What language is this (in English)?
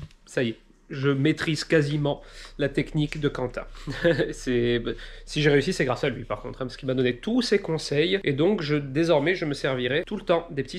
French